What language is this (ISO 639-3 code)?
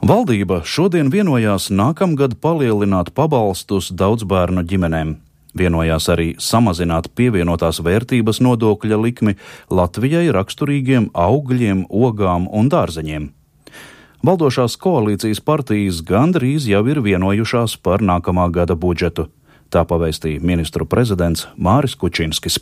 lav